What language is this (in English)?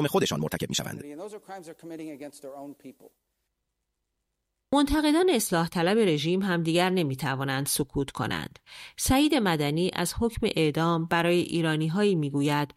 Persian